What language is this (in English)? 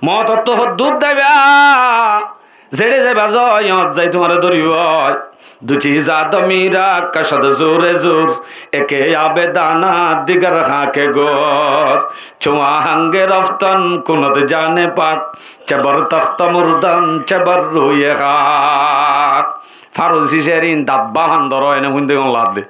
Rohingya